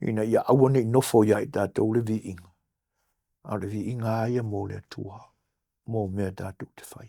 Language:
Samoan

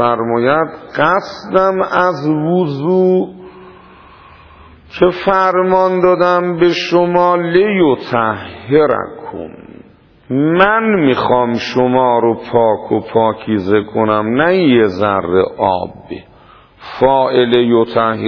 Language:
Persian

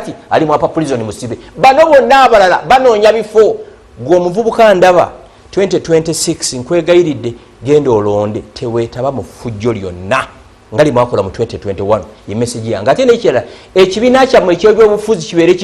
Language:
Ganda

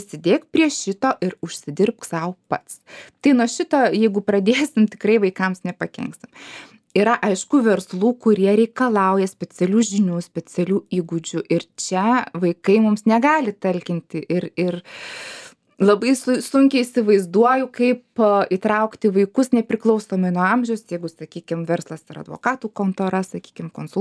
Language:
Lithuanian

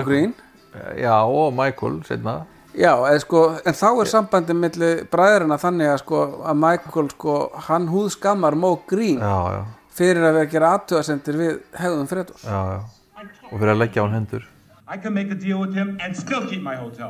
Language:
Icelandic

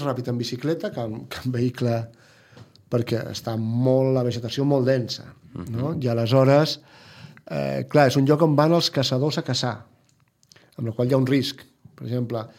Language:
Catalan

